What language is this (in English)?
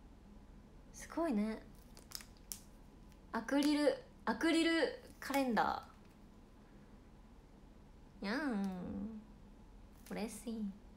Japanese